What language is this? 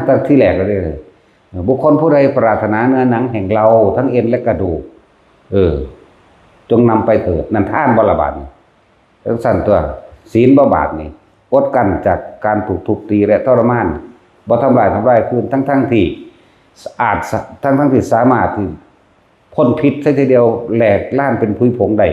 Northeastern Thai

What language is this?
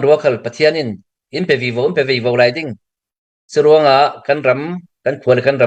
Hakha Chin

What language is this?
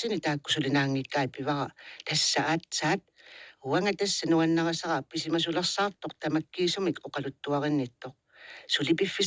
Kalaallisut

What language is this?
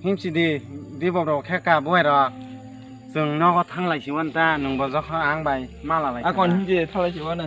Kok Borok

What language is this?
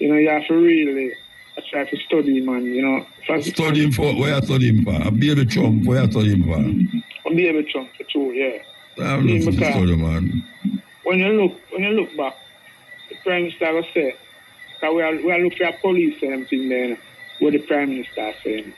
Jamaican Creole English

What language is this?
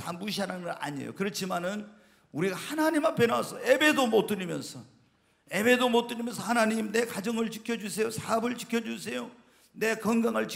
Korean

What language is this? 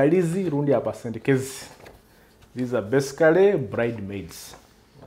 Nyoro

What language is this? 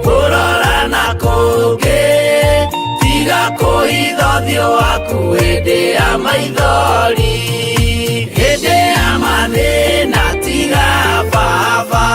Kikuyu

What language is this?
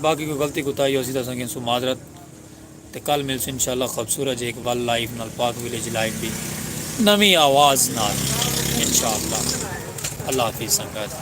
Saraiki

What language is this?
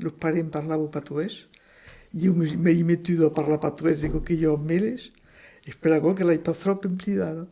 Occitan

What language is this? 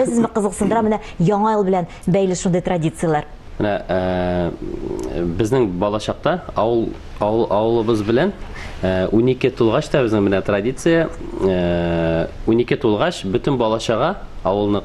Tatar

